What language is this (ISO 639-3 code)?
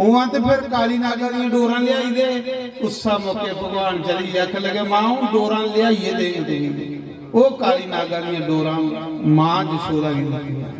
doi